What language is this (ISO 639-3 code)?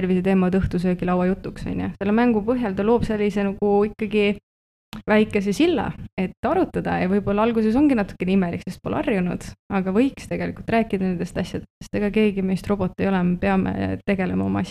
est